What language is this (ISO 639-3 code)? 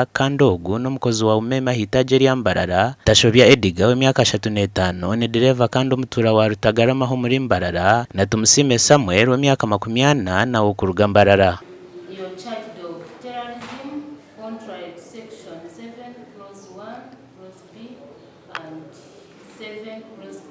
nyn